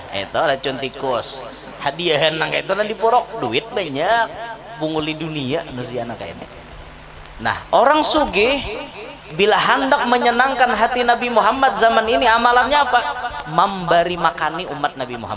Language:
Banjar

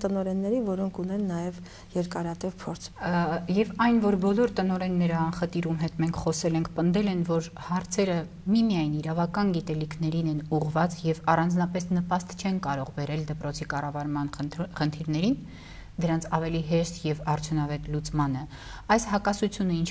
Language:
Armenian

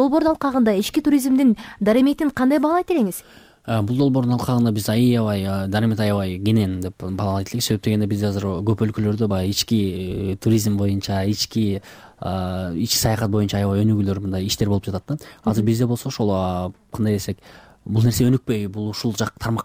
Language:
Kyrgyz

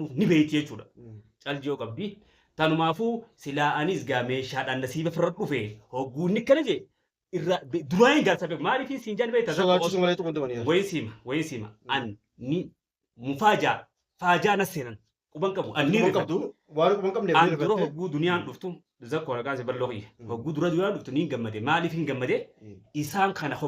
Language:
Oromo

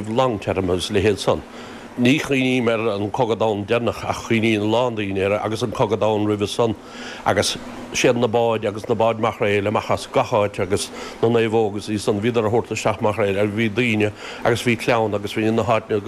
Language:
Irish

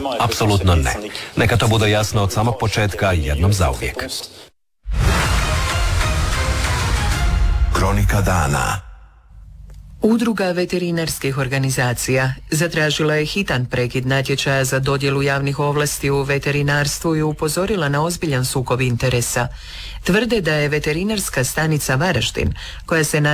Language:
Croatian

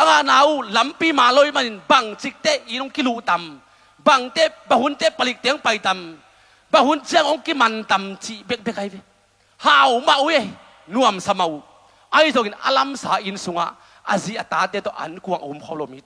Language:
Tedim Chin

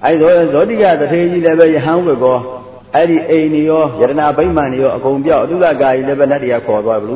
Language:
Burmese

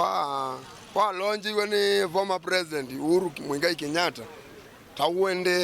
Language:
Kamba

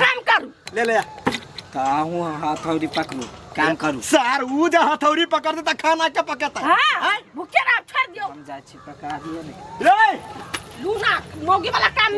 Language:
Maithili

